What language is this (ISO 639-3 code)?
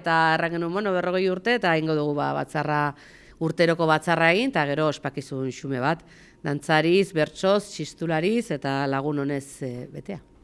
eus